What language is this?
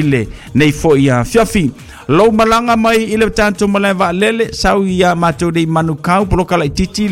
Samoan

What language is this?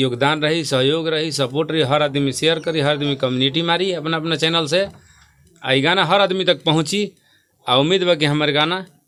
Bhojpuri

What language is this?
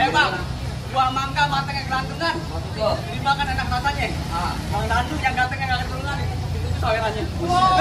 Betawi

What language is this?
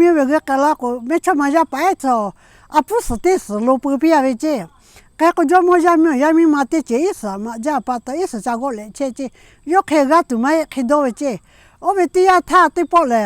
Lahu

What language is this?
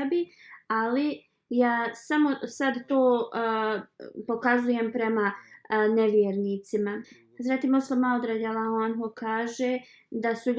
Bosnian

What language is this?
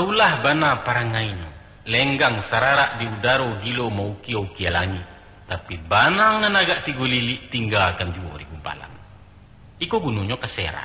Minangkabau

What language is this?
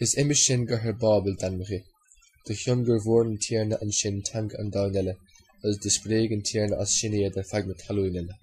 Irish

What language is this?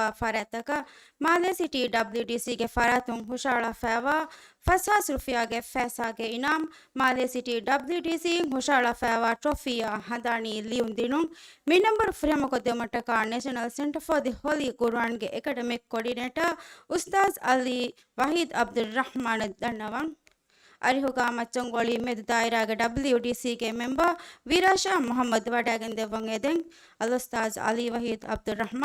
Divehi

